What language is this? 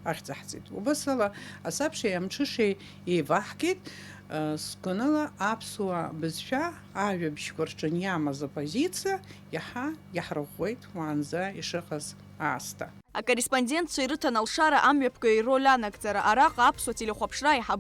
Abkhazian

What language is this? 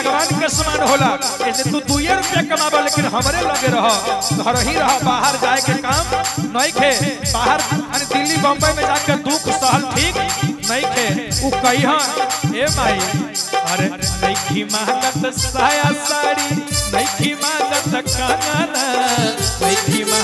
Bhojpuri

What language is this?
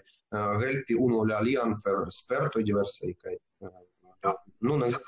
Esperanto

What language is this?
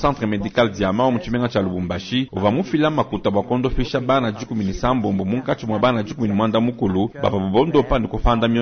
Luba-Lulua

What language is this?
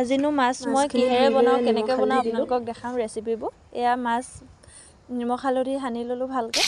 Assamese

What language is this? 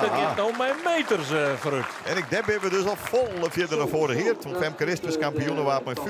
Western Frisian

